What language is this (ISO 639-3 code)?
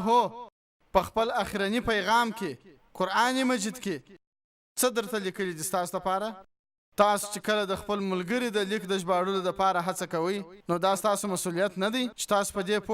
pus